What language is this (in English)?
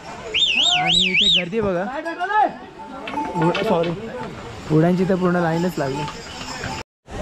Marathi